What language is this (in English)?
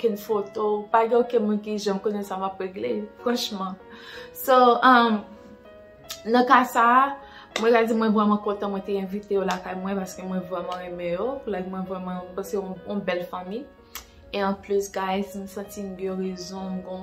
Haitian Creole